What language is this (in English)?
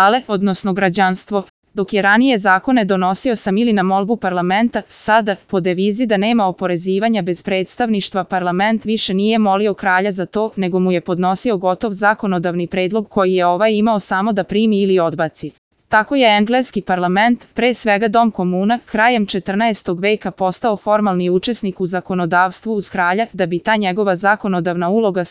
Serbian